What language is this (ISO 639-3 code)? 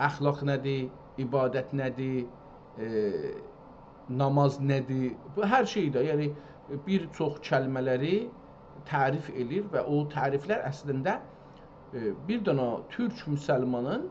azb